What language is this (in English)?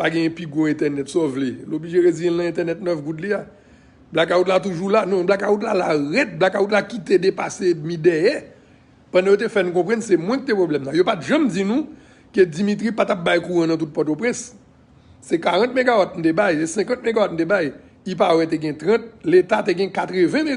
Haitian Creole